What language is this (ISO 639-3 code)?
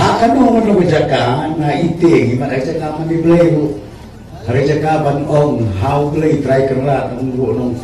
kha